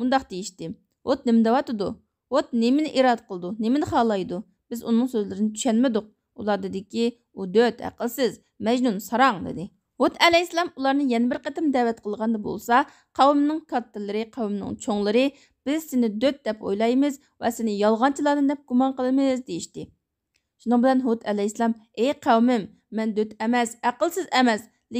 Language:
Uyghur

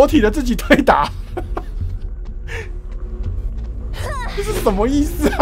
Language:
Chinese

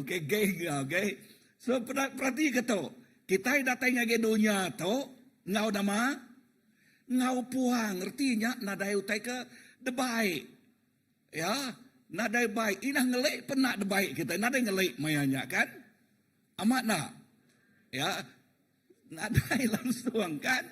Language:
Iban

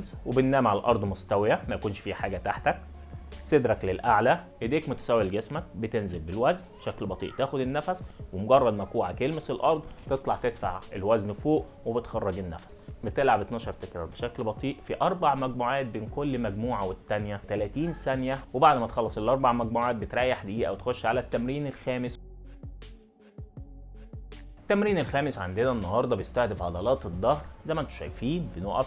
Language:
Egyptian Arabic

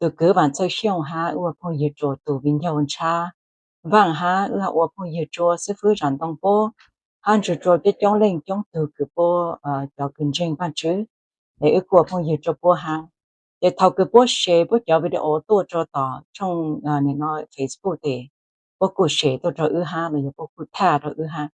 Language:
Hmong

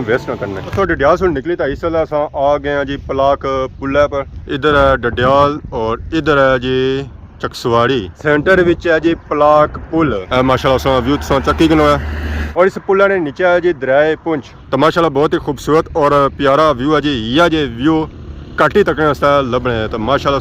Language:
Pahari-Potwari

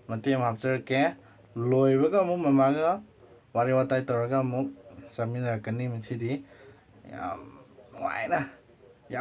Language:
Manipuri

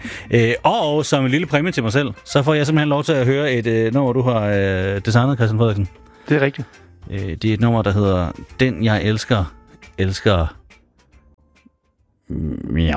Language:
Danish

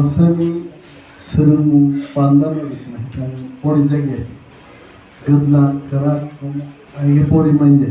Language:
Kok Borok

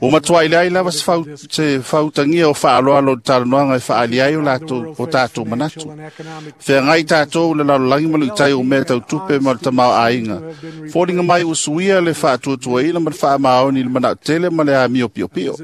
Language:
Samoan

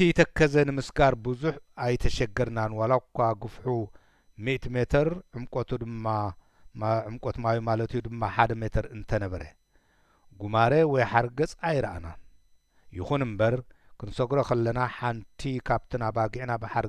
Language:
Tigrinya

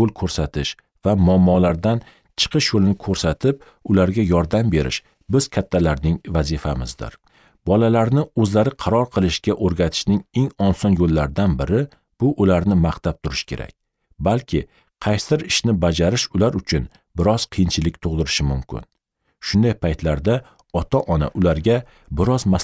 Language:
Uzbek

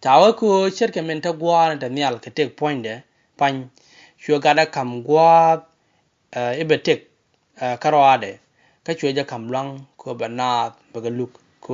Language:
Nuer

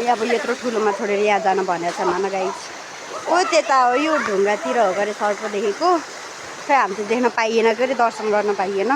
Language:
Nepali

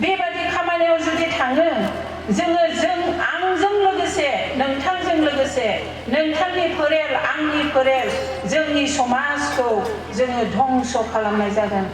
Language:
Bodo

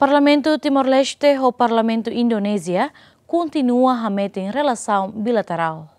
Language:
Tetum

